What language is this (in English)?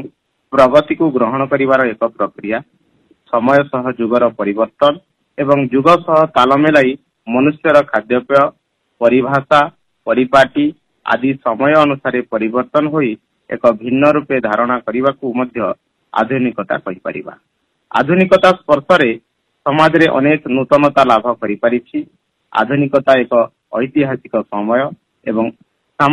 Odia